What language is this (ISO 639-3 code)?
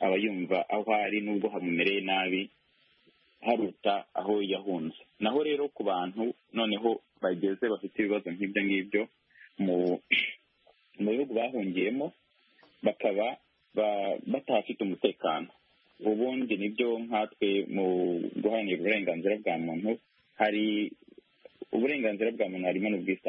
kin